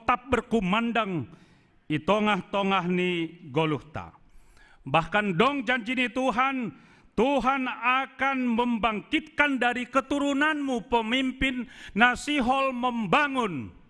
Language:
Batak Simalungun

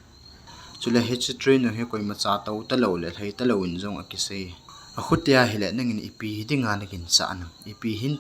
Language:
Thado Chin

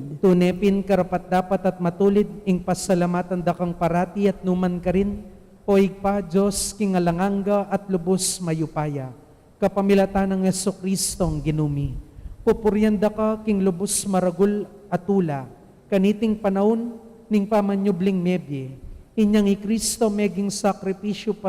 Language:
Pampanga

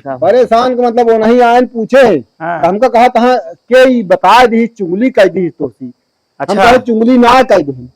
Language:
Awadhi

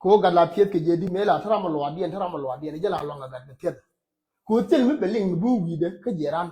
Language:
Nuer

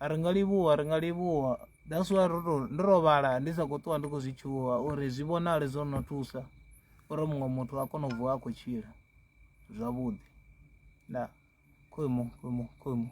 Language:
Venda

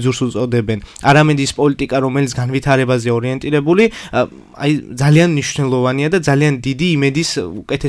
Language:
Georgian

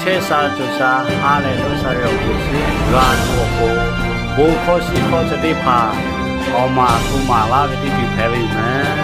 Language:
Lahu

